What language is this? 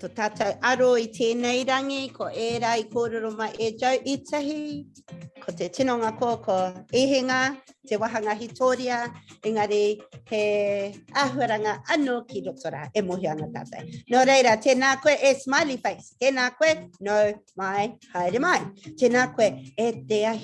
Māori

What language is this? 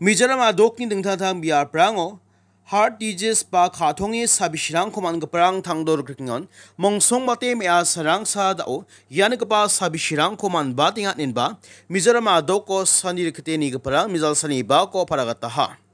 Garo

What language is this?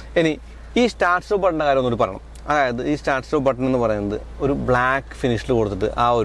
Malayalam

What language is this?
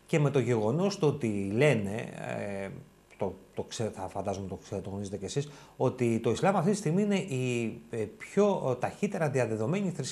Greek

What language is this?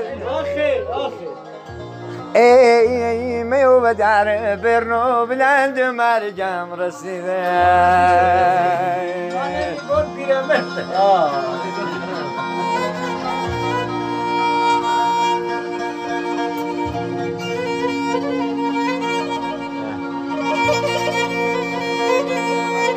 Persian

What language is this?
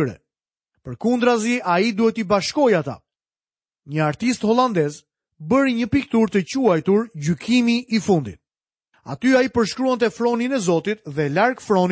Albanian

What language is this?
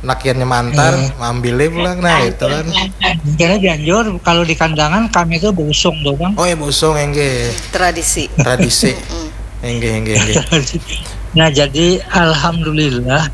Banjar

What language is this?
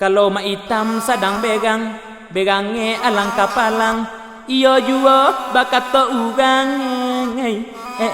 Minangkabau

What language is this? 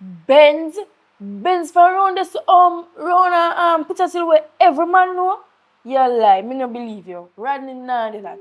Jamaican Creole English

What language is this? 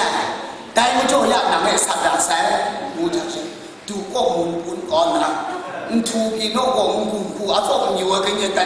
Kachin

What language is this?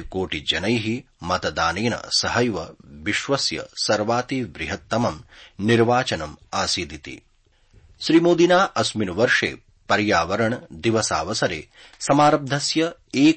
Sanskrit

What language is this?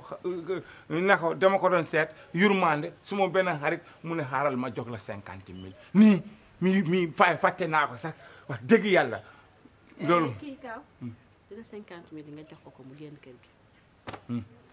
Wolof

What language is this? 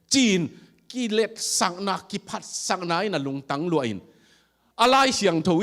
Tedim Chin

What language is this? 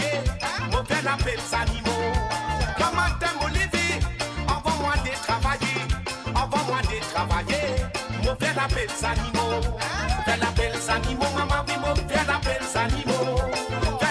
Morisyen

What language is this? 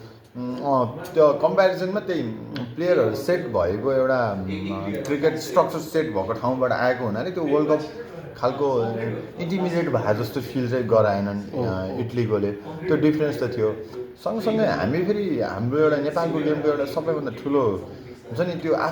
Nepali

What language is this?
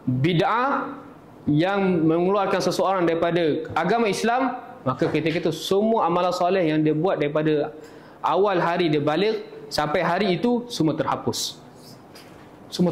Malay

